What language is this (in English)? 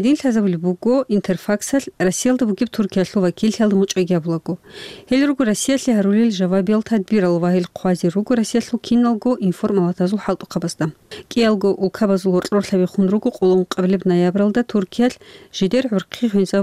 Avaric